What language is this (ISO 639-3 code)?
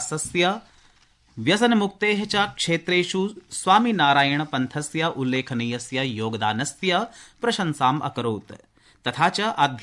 san